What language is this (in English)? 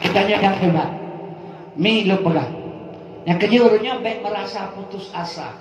Achinese